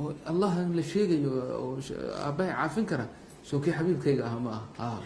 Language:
Somali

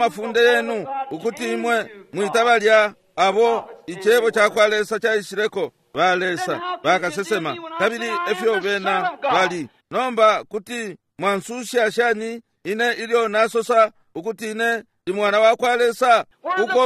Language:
Bemba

